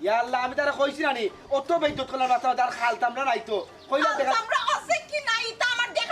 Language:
Sylheti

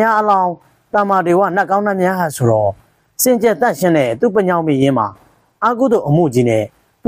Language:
Burmese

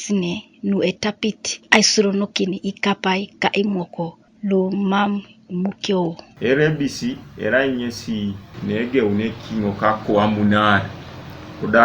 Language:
Teso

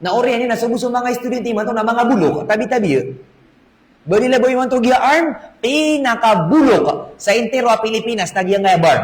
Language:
Maranao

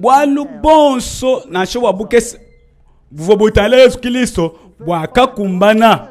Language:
Luba-Lulua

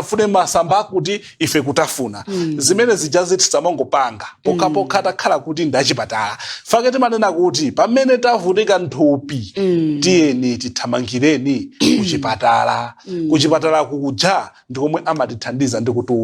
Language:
Nyanja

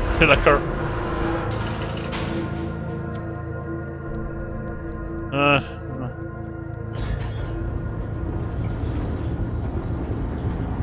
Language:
Dutch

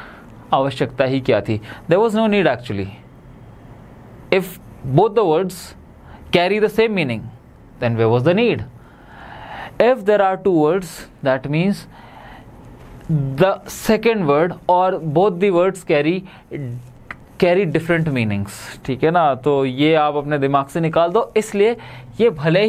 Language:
Hindi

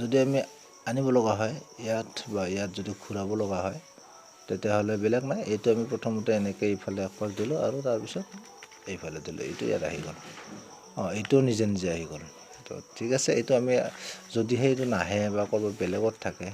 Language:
Assamese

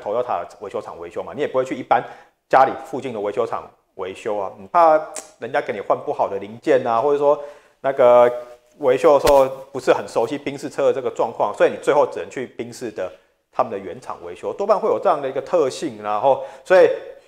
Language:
Chinese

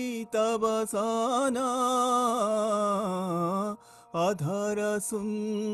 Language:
Odia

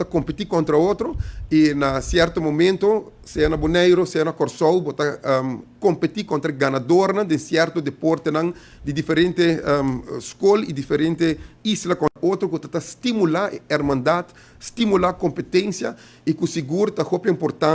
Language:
Papiamento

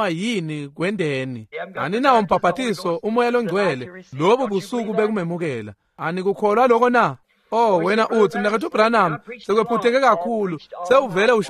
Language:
Swati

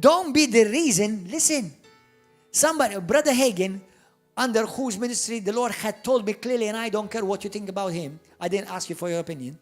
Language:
English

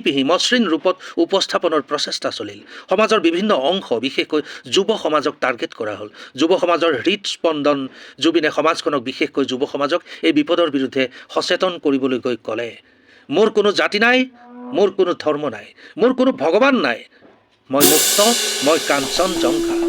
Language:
Assamese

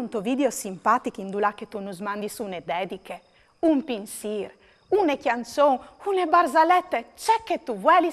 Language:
Friulian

